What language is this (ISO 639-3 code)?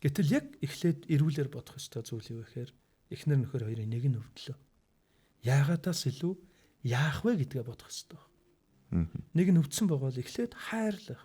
mon